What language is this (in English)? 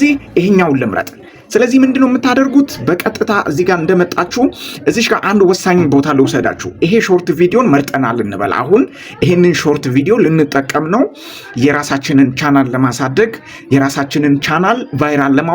Amharic